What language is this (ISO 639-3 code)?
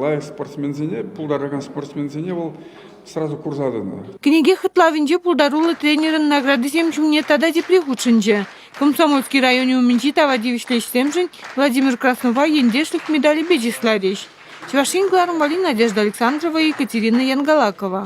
chv